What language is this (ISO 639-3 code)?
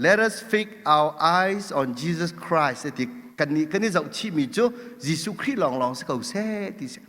cnh